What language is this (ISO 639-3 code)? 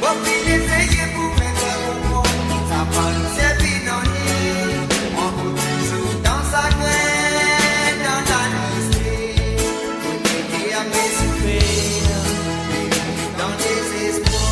mfe